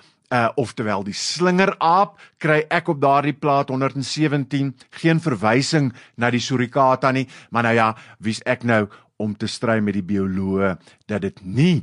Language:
Afrikaans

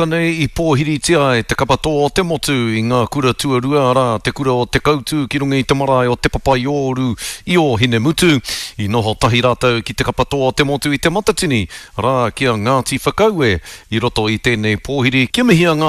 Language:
Māori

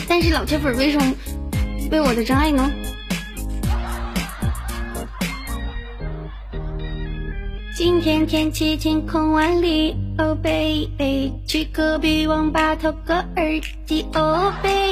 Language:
Chinese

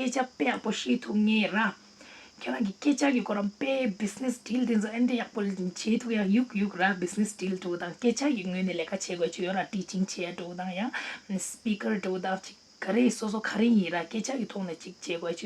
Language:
Tibetan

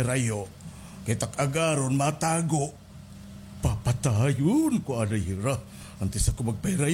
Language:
Waray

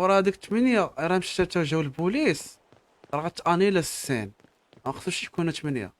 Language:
Moroccan Arabic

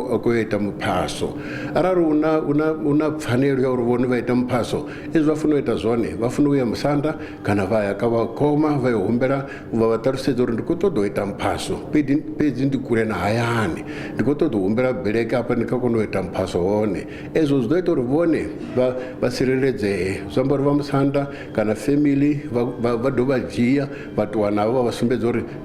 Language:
Venda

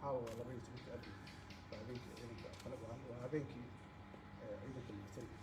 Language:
Somali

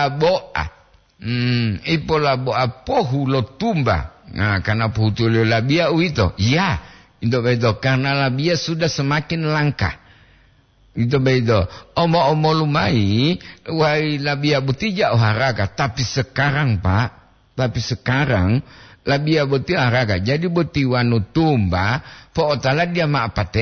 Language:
Gorontalo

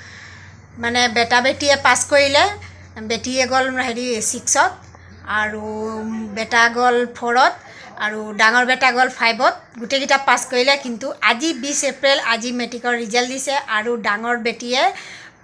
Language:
Assamese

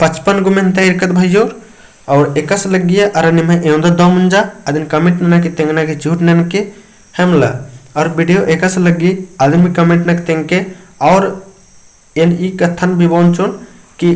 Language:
Kurukh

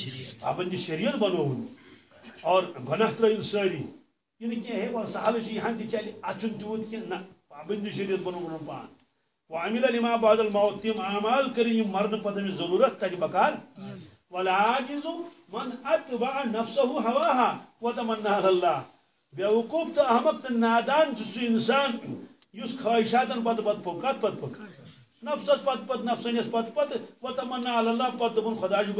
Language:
Kashmiri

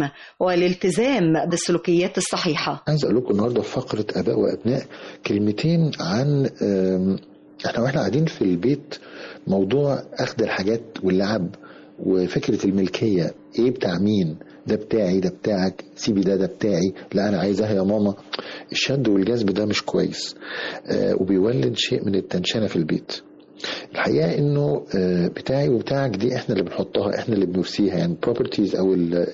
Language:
Egyptian Arabic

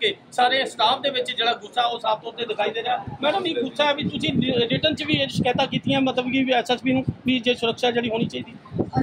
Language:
Punjabi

